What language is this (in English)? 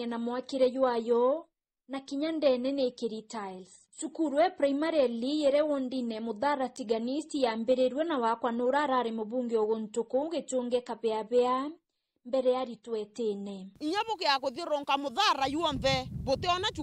Meru